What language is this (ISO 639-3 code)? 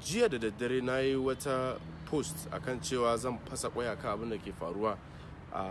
hau